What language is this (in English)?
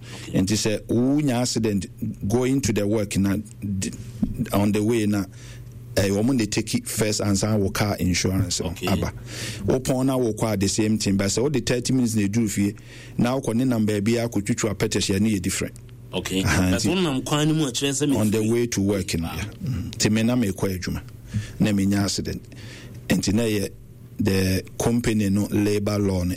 Akan